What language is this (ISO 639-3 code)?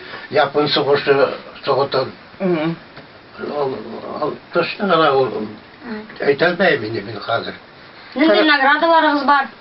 bak